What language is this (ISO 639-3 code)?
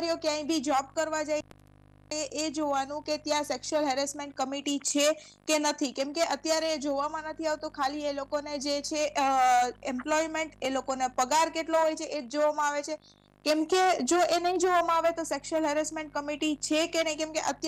guj